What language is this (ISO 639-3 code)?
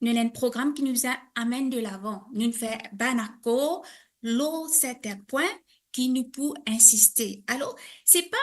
mfe